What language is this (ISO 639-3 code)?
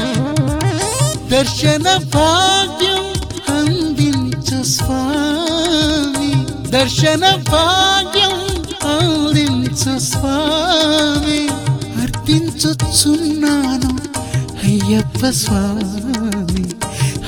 tel